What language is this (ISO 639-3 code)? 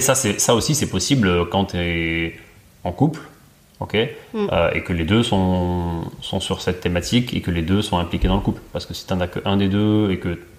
fra